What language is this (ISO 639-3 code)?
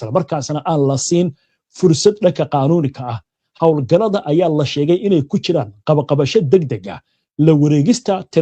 som